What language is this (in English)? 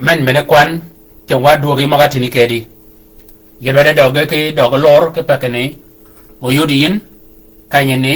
Shilluk